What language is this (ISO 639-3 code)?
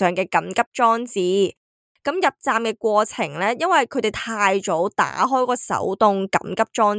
yue